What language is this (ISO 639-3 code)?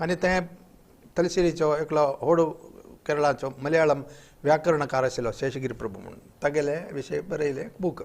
kok